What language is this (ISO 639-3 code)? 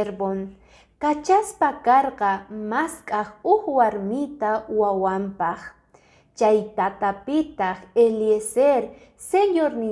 que